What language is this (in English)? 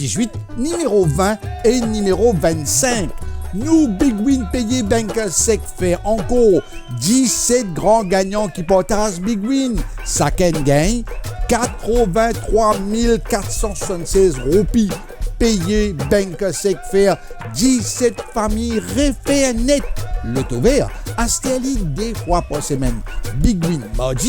Morisyen